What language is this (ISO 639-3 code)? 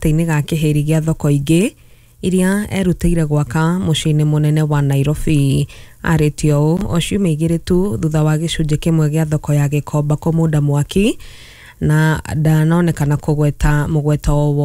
kik